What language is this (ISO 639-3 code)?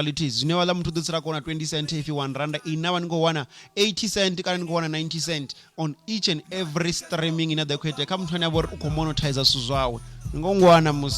ven